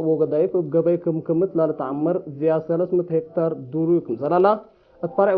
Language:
Tigre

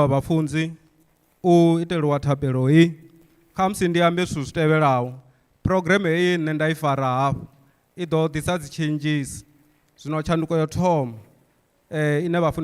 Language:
Venda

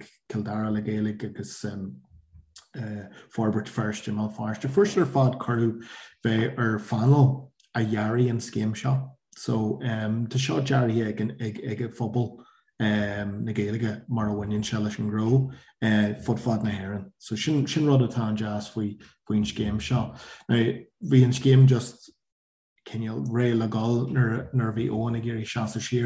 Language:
Irish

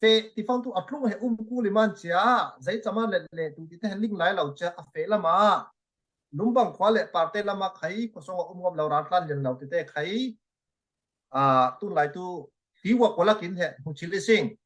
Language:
Falam Chin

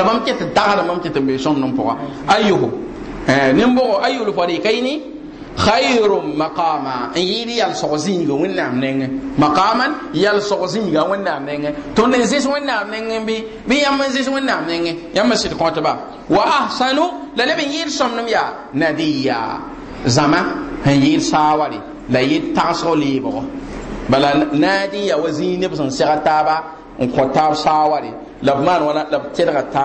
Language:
Mossi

